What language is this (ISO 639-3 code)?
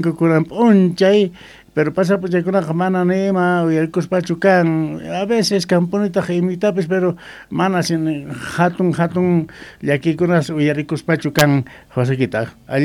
que